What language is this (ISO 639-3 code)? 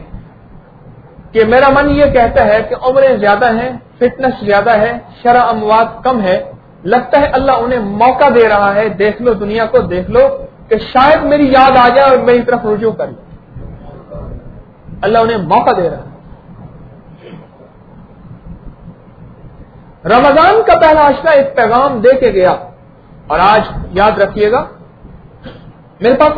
urd